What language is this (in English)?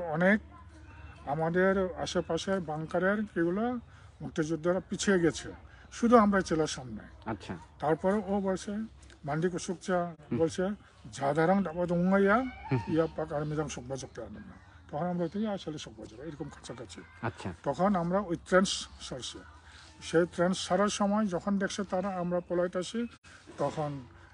Bangla